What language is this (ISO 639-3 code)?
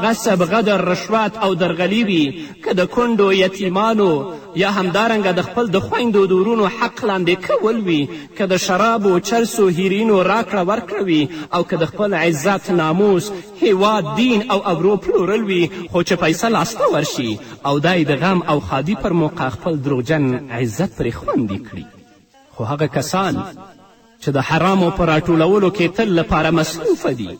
pus